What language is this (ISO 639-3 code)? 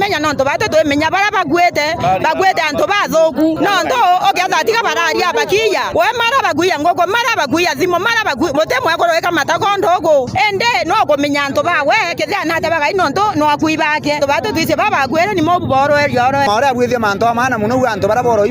mer